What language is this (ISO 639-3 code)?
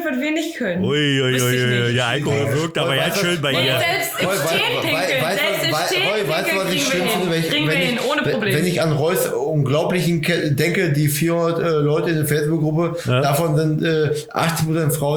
deu